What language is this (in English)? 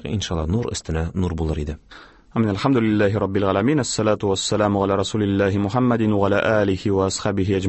Tatar